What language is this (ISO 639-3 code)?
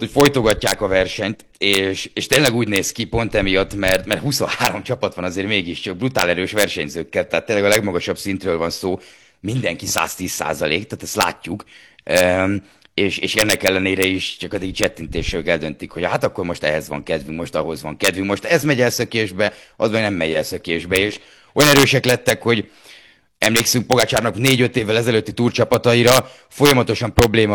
hun